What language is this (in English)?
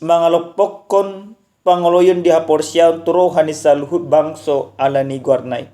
Batak Toba